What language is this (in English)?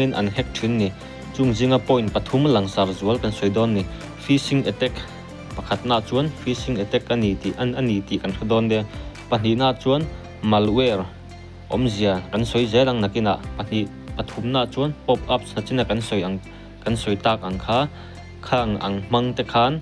Mizo